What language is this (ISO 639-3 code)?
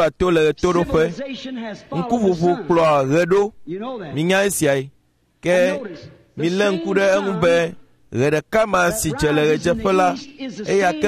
ewe